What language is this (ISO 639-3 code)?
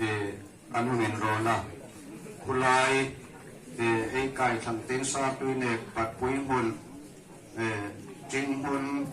hmr